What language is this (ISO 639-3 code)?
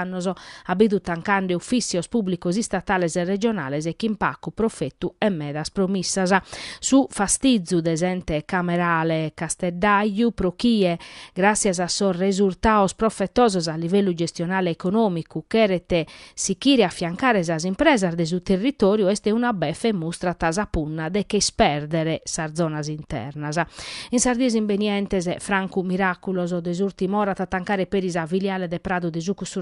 srd